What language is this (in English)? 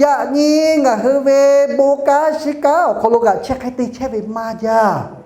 Lahu